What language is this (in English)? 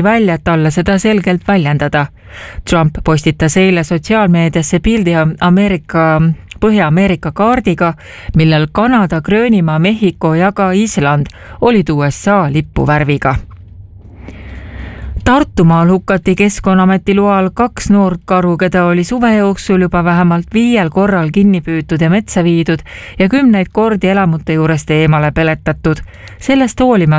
Estonian